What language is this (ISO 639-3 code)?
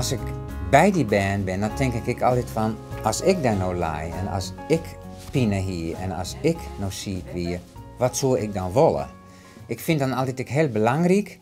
fry